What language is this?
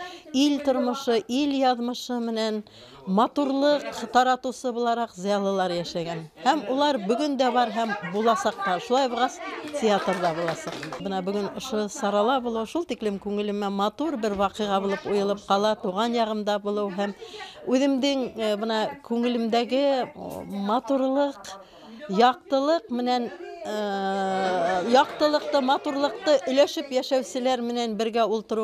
Bashkir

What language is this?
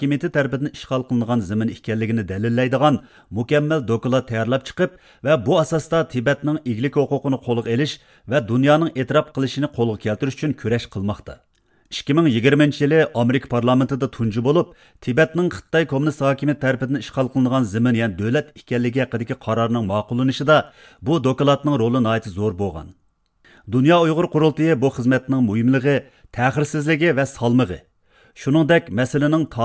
Uyghur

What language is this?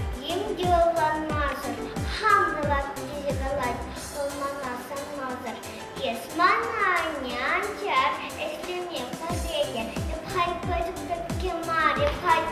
Chuvash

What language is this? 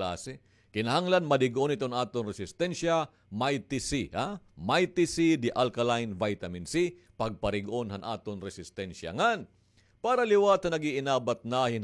Waray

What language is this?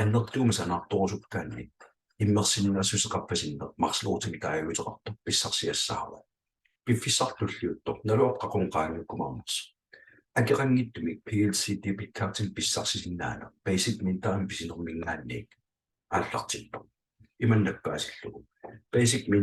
Kalaallisut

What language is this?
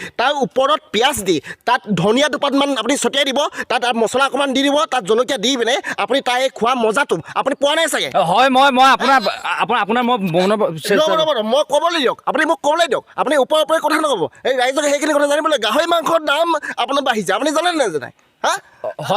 Assamese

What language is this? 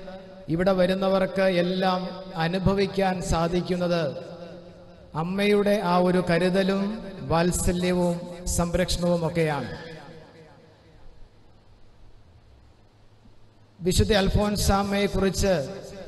Malayalam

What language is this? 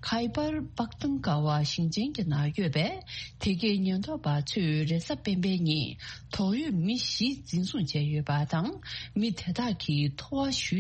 Tibetan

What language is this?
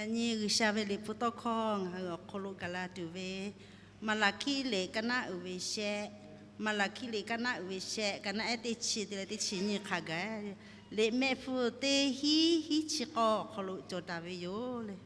Lahu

